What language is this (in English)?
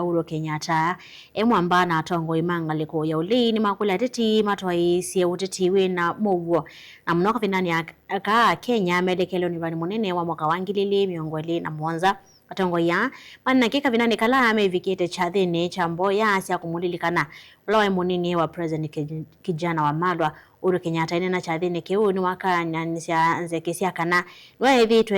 Kamba